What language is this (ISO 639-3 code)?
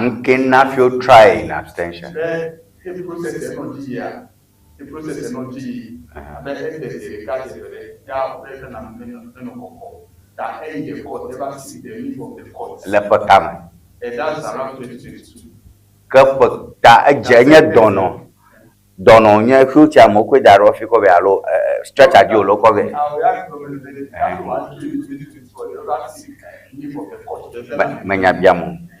ewe